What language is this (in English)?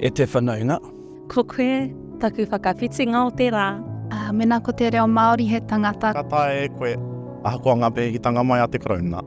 Māori